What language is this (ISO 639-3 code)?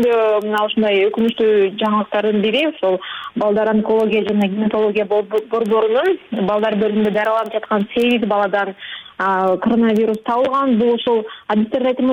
kir